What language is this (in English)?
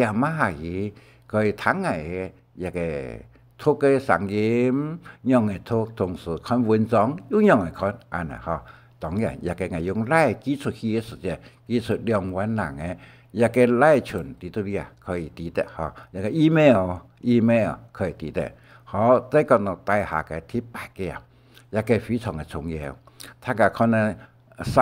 Hakka Chinese